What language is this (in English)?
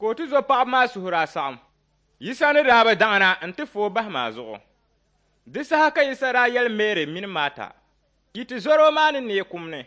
Dagbani